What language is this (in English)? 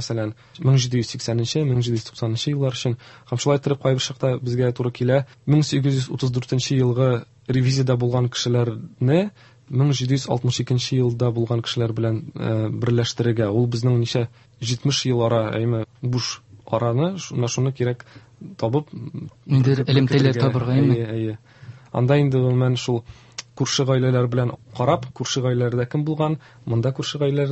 Tatar